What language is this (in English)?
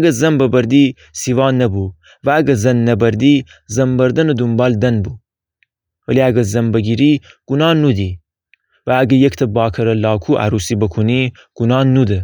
Gilaki